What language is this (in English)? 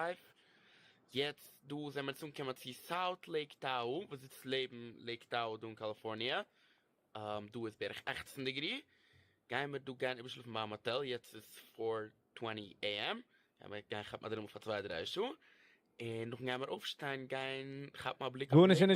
Yiddish